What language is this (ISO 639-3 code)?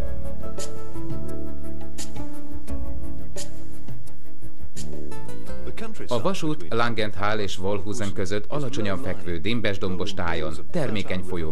hun